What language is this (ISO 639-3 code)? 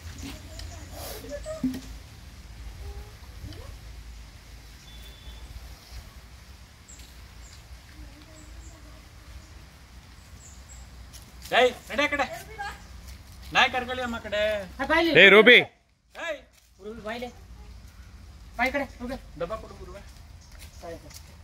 kan